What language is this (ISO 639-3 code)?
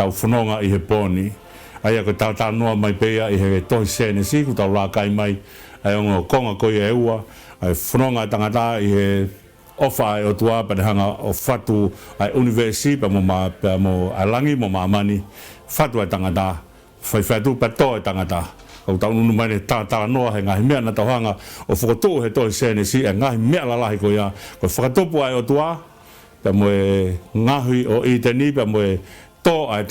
ton